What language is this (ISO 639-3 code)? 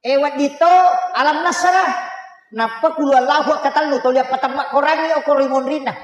bug